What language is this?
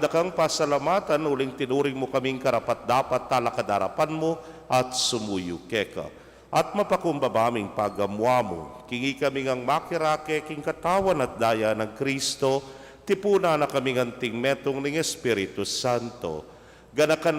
Pampanga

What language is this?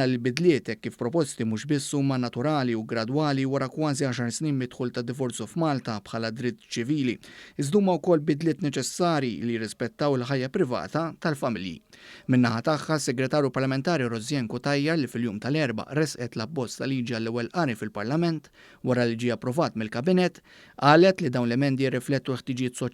Maltese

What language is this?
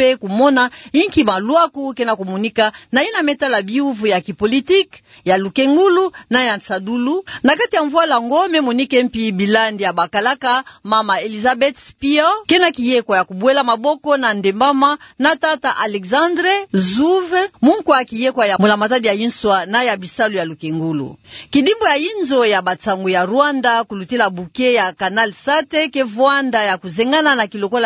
Kituba (Democratic Republic of Congo)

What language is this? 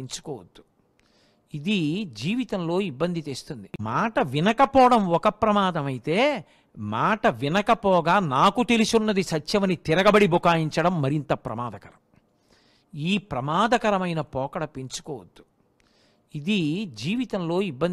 Telugu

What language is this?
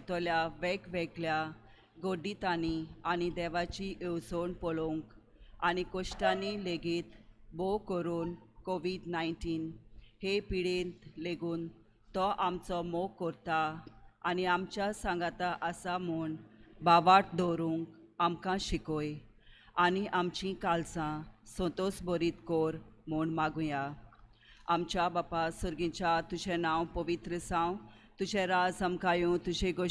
Konkani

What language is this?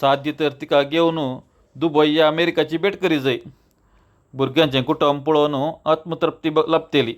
Konkani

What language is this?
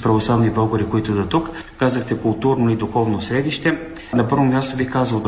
Bulgarian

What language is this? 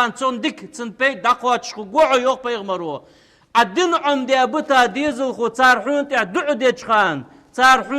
Ingush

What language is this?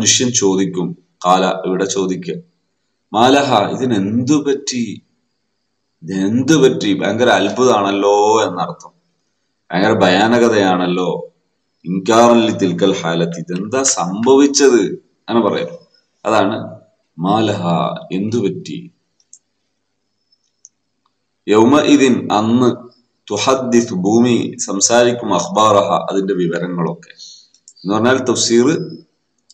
Malayalam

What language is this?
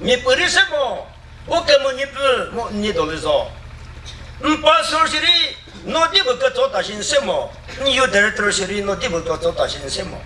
Chokri Naga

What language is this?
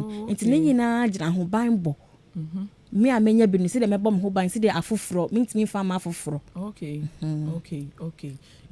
Akan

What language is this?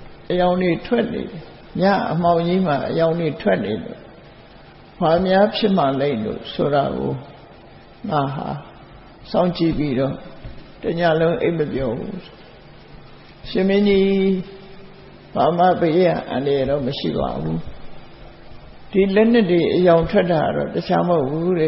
Burmese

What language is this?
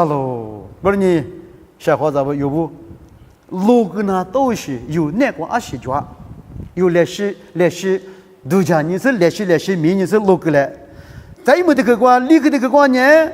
Lisu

